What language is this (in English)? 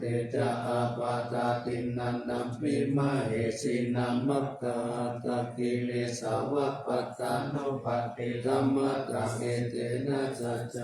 Pali